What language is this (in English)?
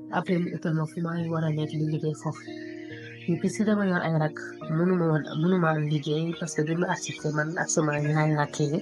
Wolof